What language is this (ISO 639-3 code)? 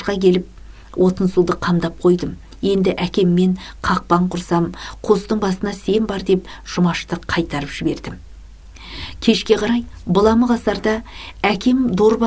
kaz